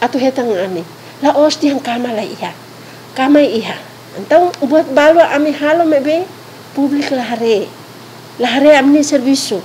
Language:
Tetum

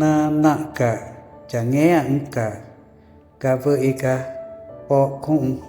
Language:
Ticuna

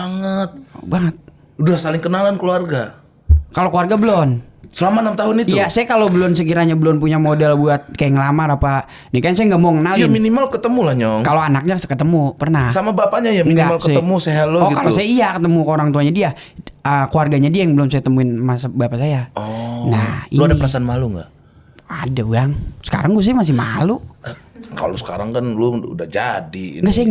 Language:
Betawi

